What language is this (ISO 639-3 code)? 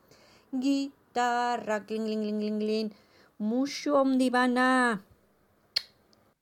eus